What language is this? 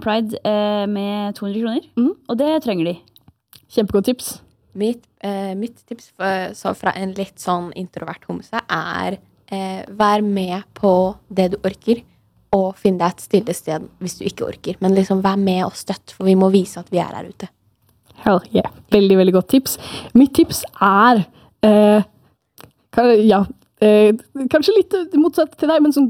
Norwegian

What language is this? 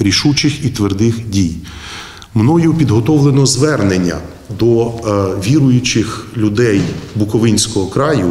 Ukrainian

